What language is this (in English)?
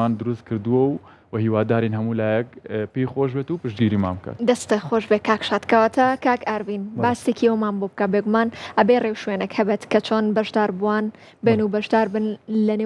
Central Kurdish